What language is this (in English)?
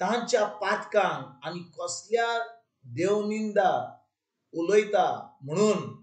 Konkani